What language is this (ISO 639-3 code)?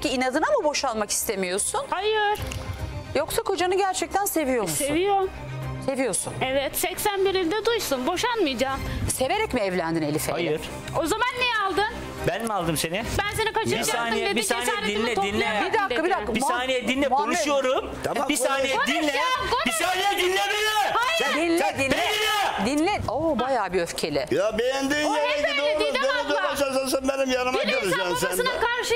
tur